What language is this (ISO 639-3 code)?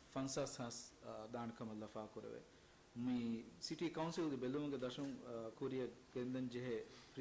div